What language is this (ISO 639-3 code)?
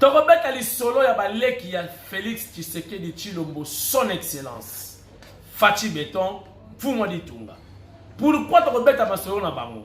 lin